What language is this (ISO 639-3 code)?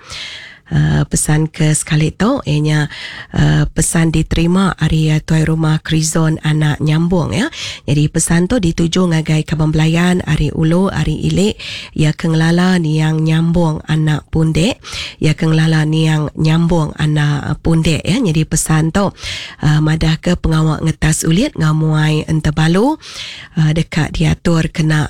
iba